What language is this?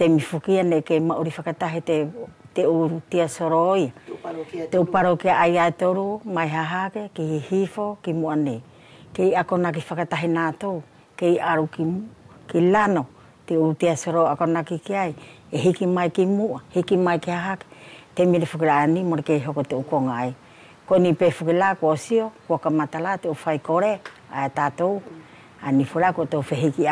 Wallisian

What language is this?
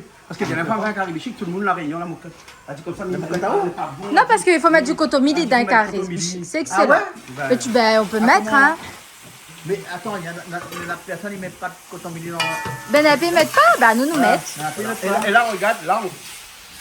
Réunion Creole French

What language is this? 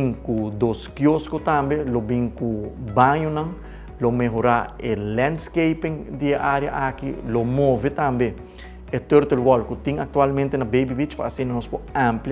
Papiamento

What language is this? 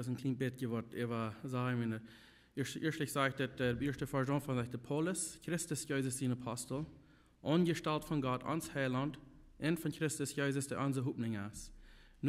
Plautdietsch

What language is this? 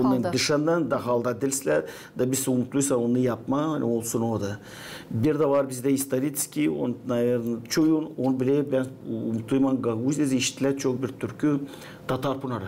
Gagauz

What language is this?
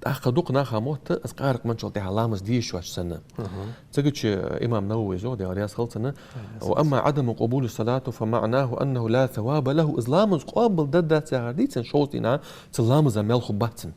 Ingush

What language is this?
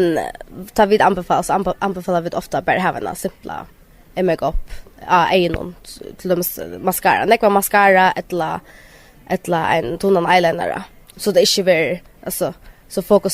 Faroese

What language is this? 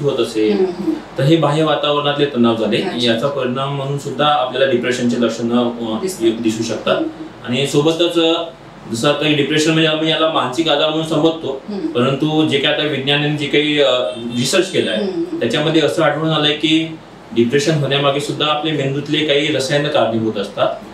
Marathi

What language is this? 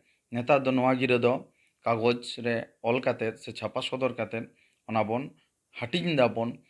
Santali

